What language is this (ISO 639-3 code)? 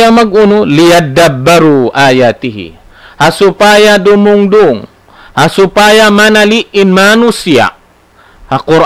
tsg